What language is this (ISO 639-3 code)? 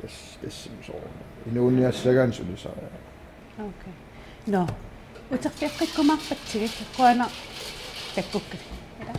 kal